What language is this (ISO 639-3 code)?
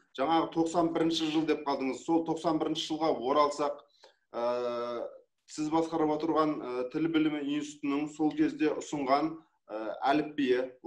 kaz